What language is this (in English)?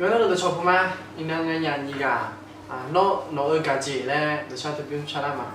Akha